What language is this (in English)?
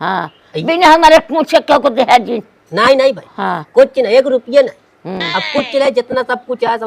Awadhi